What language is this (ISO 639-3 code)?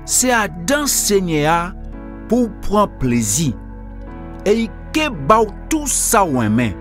gcf